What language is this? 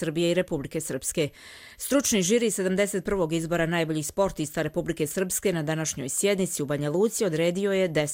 Croatian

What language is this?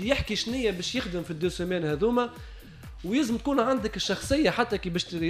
Tunisian Arabic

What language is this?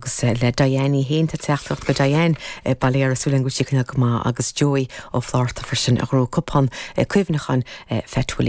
Irish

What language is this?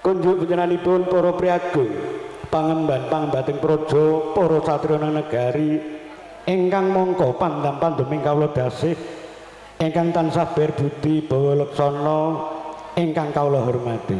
Javanese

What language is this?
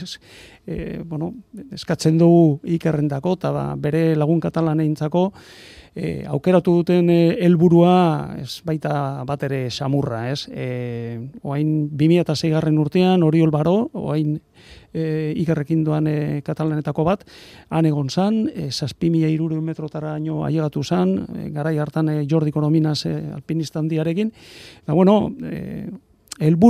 Basque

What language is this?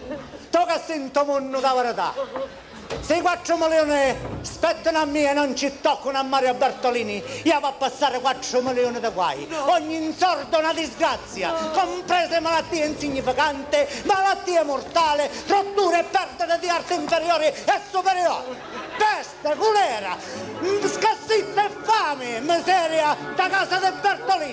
Sicilian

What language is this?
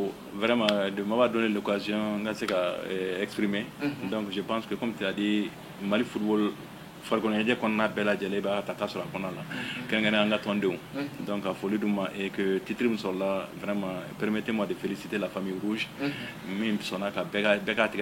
Bambara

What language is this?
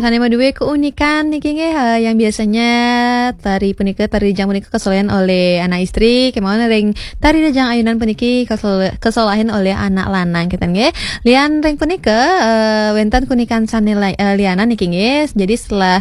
Balinese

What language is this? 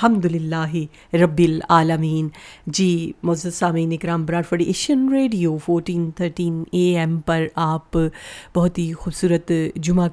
Urdu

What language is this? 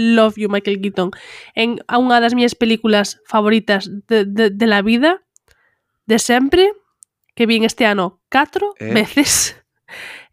Galician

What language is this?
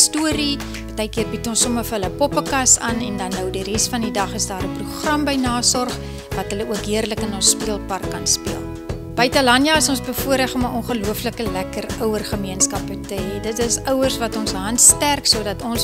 Afrikaans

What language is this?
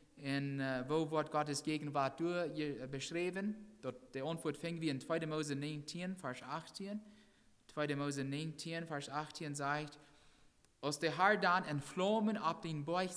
Plautdietsch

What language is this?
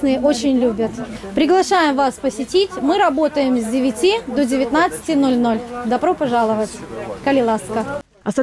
Russian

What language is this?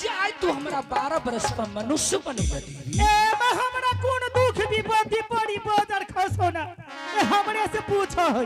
Angika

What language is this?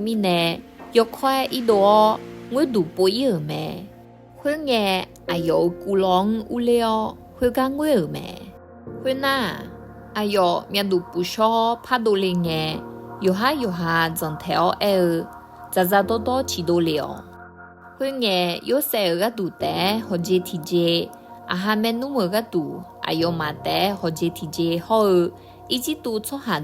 Akha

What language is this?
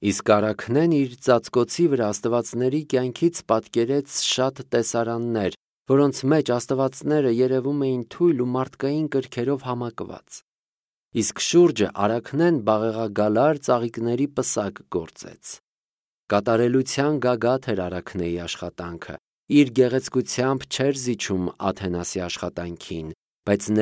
Armenian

